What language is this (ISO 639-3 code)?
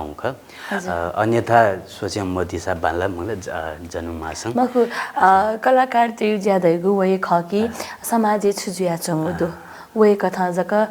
new